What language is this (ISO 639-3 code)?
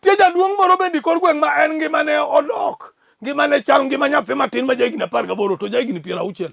luo